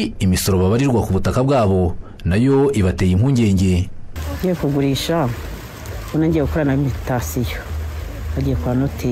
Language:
Kinyarwanda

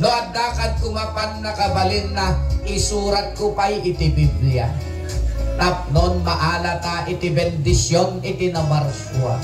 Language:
Iloko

